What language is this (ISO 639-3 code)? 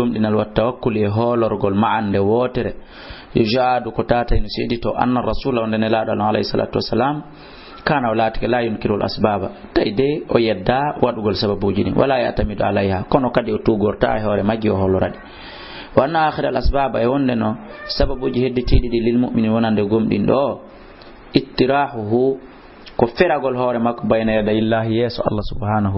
ful